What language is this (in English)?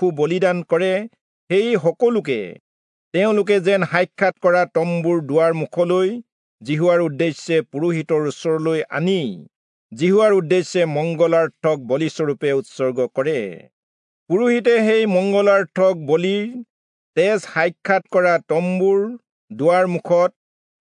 Assamese